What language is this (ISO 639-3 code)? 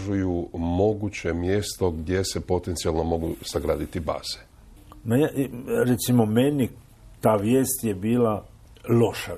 hrv